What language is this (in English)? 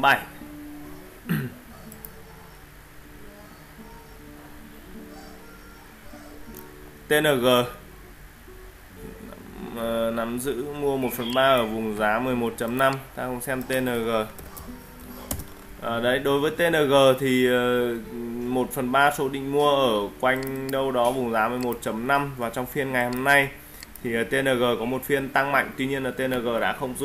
Vietnamese